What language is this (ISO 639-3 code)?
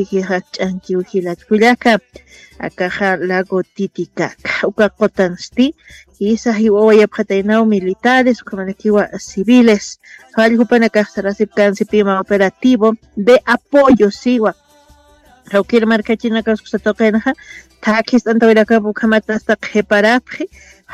aym